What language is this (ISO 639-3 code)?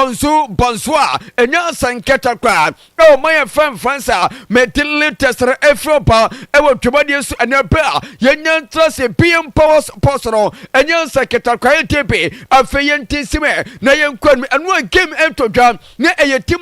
aka